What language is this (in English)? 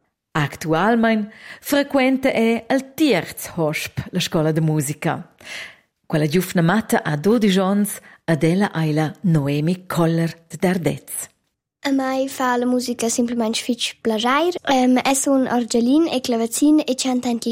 Romansh